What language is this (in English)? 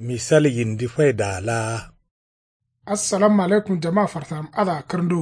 Kanuri